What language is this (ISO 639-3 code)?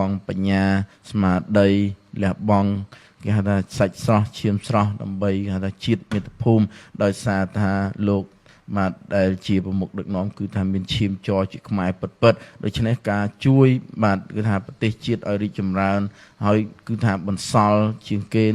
khm